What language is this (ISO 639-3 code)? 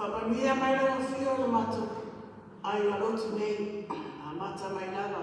smo